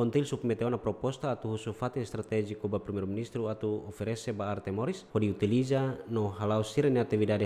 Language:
Tetum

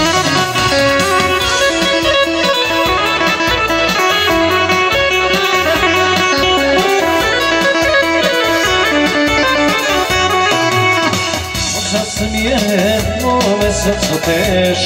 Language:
Serbian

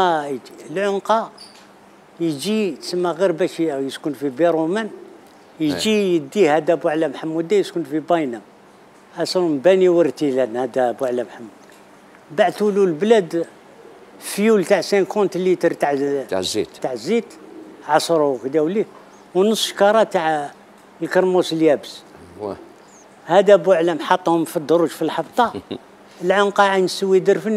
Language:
Algerian Arabic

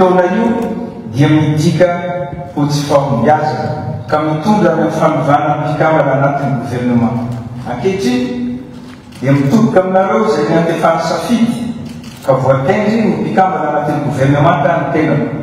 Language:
Malagasy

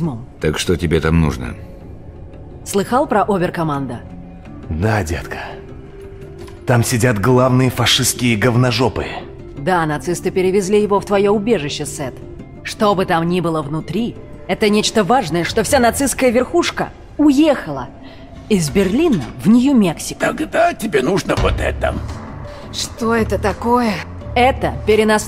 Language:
Russian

